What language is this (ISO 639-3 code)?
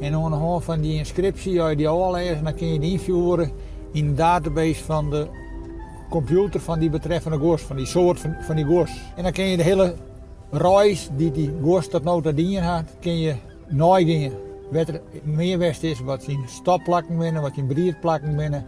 fry